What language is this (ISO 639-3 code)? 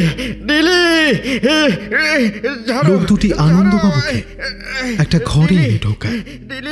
ben